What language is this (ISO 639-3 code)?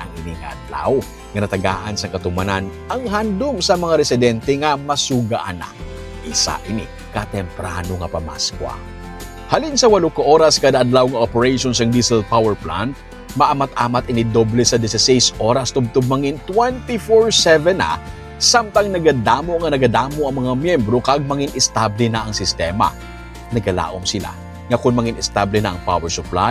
hil